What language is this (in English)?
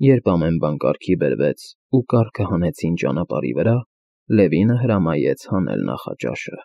Armenian